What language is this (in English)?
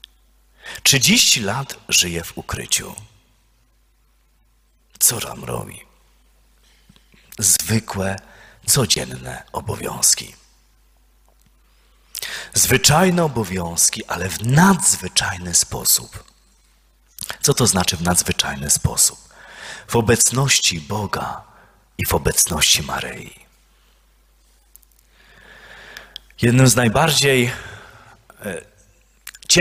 Polish